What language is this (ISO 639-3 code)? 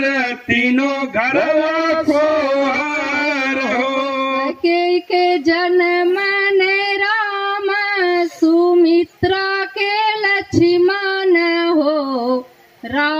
bho